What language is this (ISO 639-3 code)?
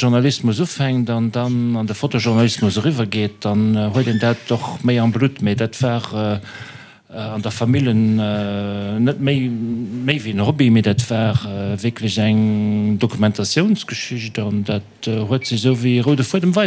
ltz